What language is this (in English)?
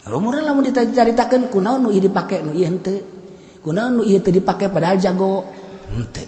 Sundanese